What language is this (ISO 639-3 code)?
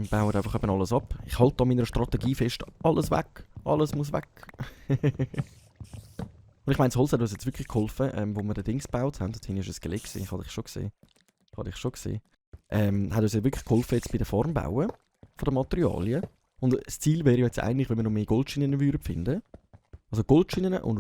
gsw